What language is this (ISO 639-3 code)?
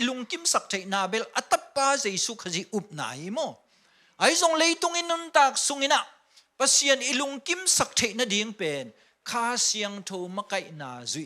ctd